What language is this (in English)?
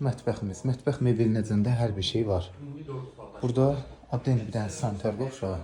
Azerbaijani